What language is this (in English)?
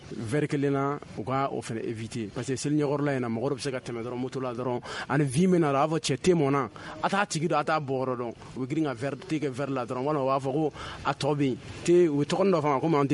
Bambara